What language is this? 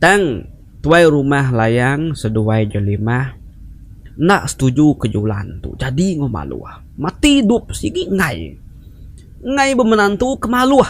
Iban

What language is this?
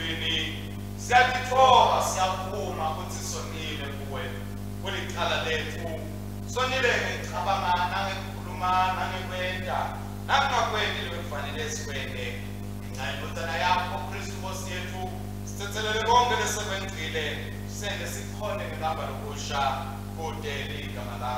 Swati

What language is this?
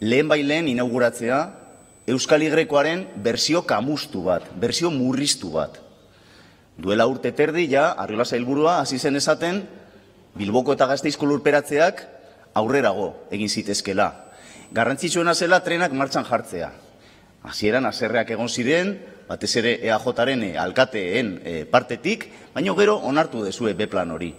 Basque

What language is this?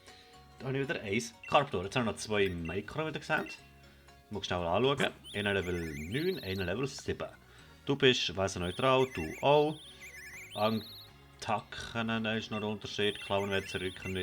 Swiss German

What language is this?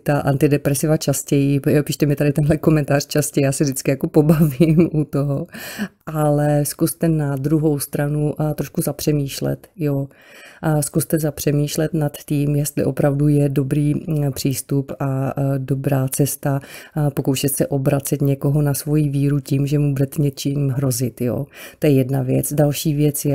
Czech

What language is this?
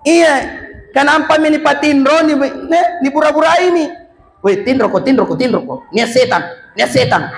Makasar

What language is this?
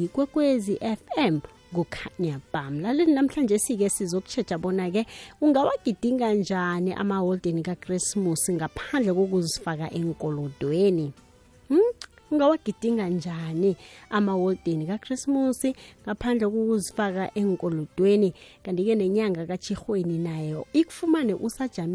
South Ndebele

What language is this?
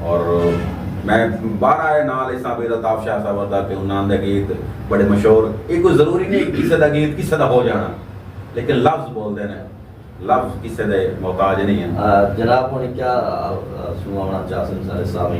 Saraiki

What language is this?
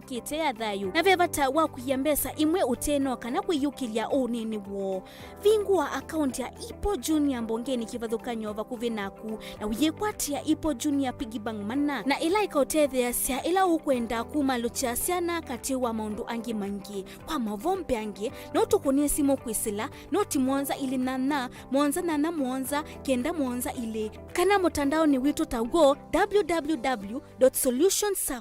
Kamba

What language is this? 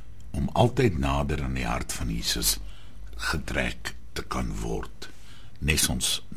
Afrikaans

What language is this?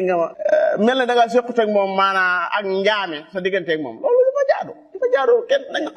Wolof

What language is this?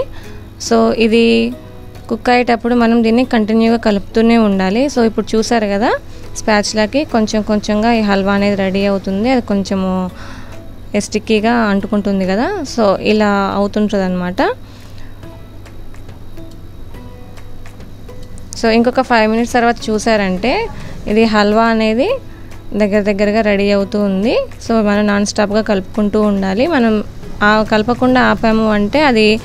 Telugu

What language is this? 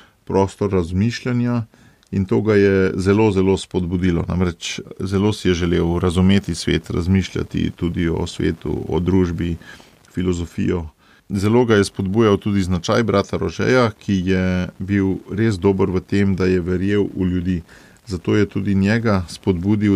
Slovenian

